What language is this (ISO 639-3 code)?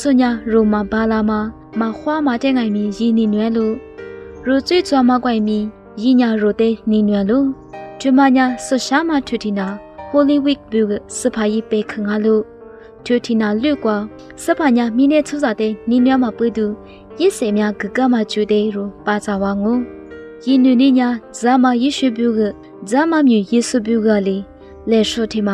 lis